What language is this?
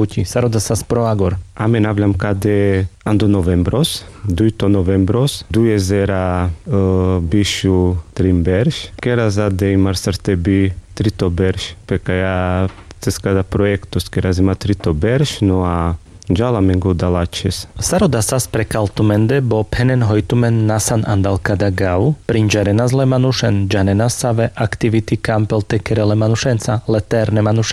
Carpathian Romani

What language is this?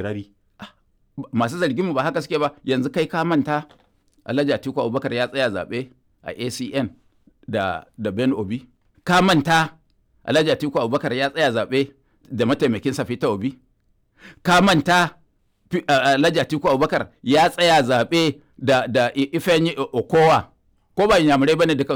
Hausa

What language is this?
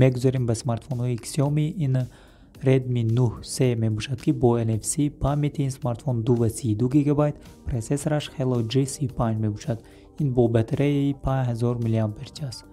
Tajik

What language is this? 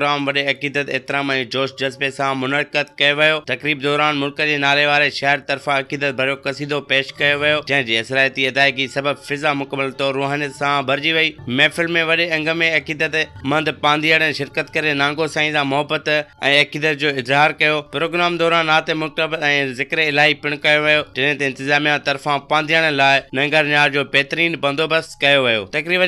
Sindhi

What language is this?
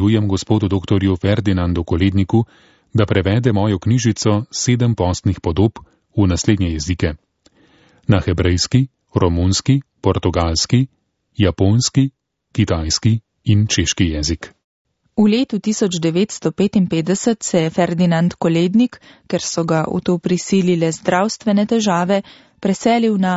Slovenian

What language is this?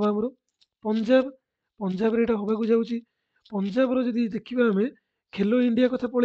Odia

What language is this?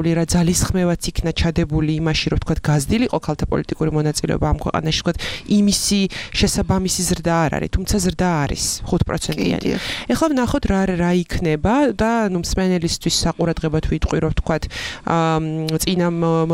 Georgian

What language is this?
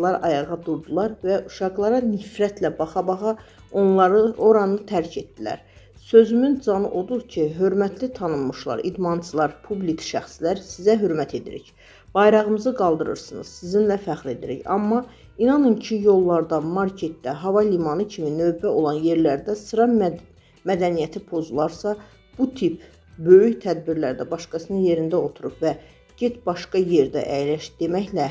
Azerbaijani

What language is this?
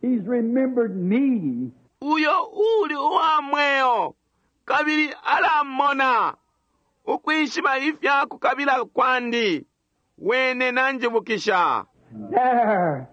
Bemba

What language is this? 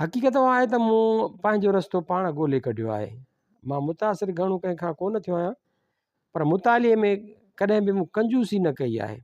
Sindhi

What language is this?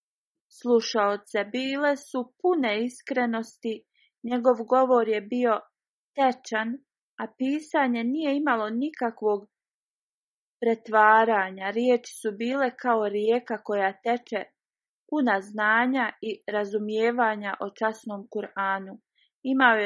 Bosnian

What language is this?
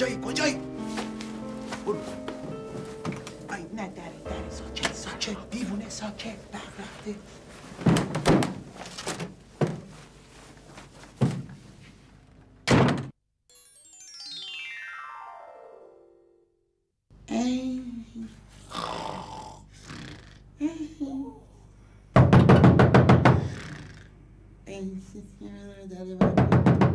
Persian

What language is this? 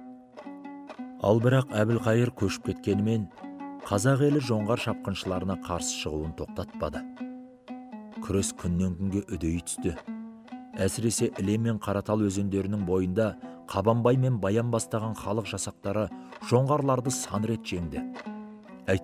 Kazakh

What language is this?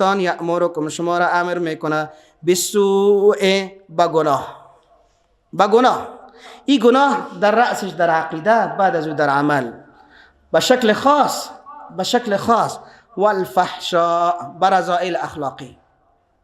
Persian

